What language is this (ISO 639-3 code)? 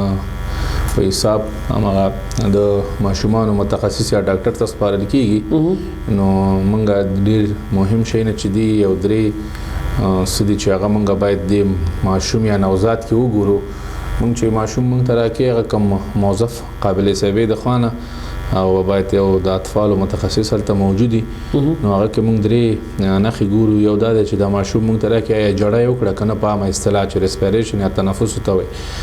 pus